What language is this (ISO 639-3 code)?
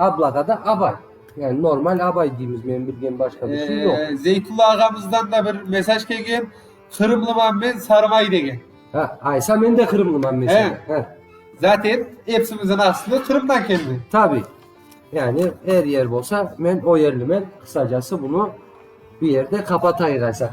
crh